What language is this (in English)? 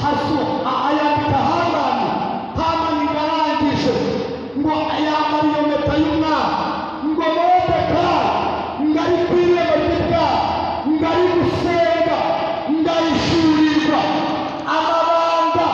Kinyarwanda